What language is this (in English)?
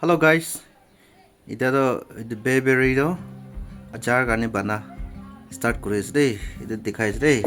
Naga Pidgin